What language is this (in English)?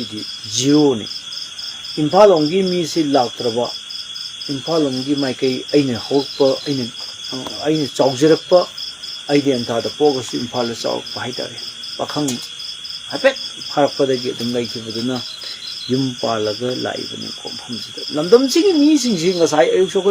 Manipuri